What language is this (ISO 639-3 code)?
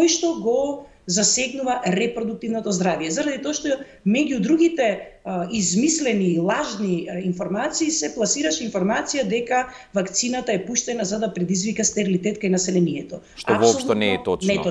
mkd